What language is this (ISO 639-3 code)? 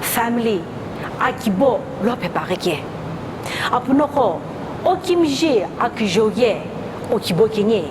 nsm